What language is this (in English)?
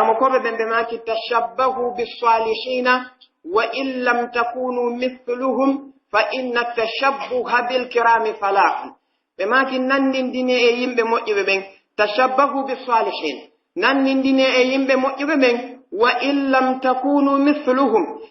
Pular